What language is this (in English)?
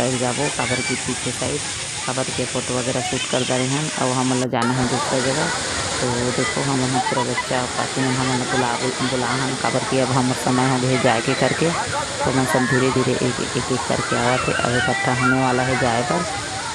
Chhattisgarhi